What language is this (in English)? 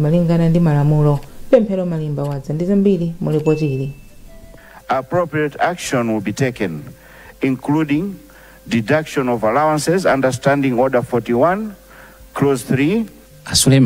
Nyanja